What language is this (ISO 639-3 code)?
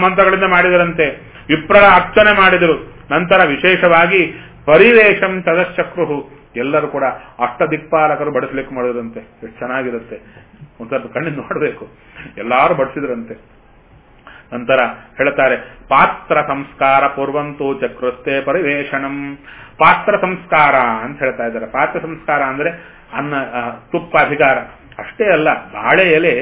kan